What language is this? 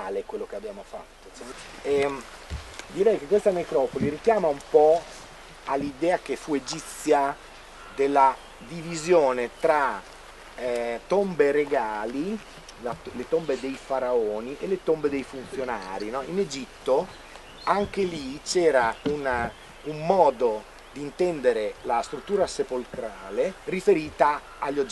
Italian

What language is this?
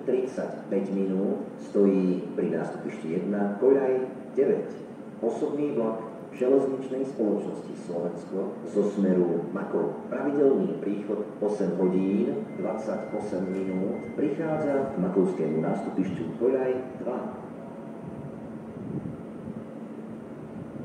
Slovak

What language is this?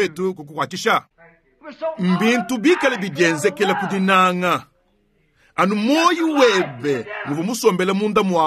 Luba-Lulua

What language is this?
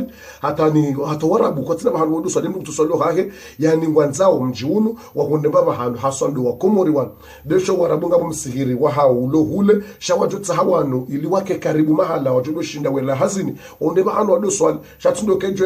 Ngazidja Comorian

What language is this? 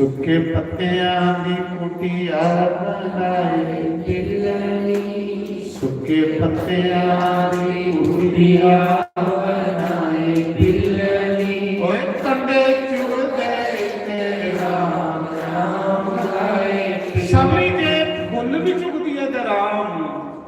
Dogri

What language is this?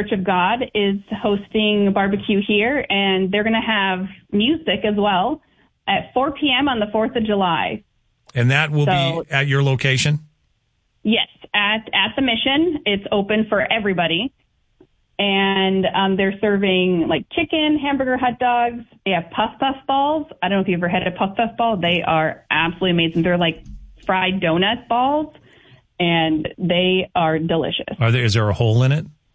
English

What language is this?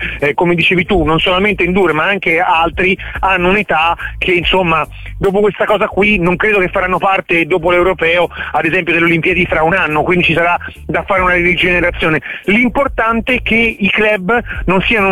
Italian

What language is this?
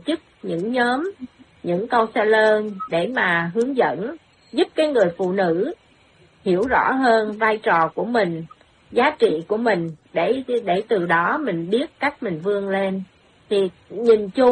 Vietnamese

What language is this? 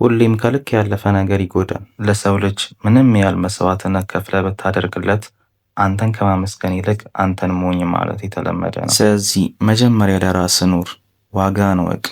Amharic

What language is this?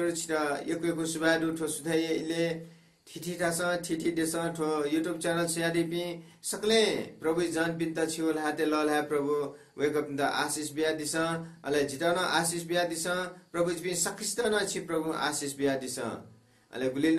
Newari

